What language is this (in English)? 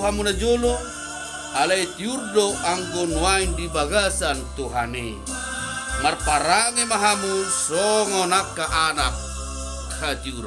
Batak Toba